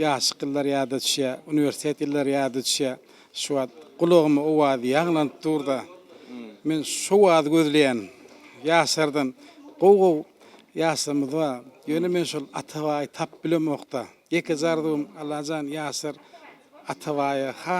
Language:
Turkmen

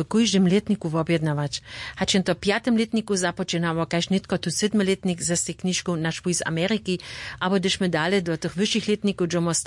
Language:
Upper Sorbian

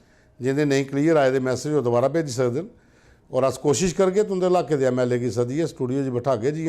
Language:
Dogri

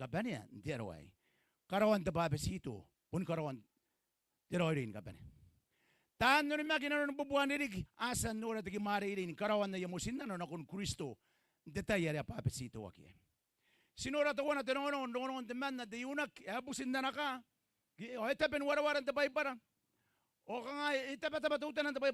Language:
Gilbertese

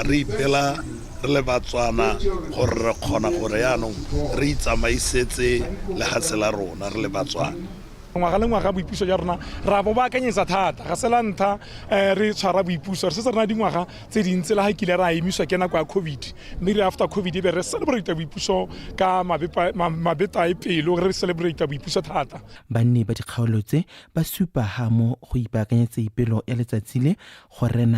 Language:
Tswana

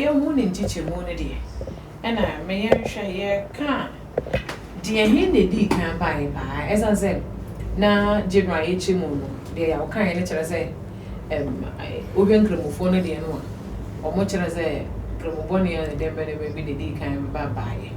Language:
Akan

